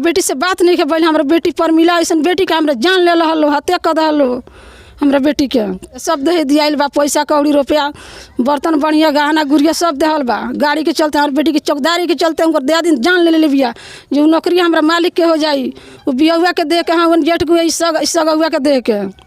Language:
Bhojpuri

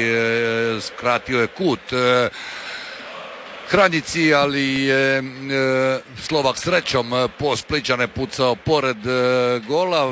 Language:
Croatian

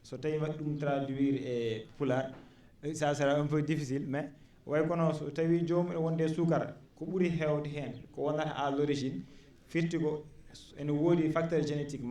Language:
Fula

